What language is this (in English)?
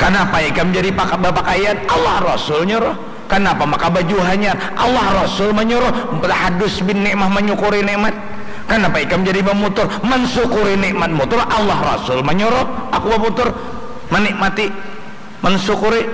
Banjar